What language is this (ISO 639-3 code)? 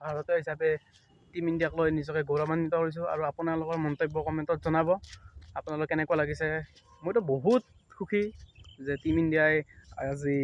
asm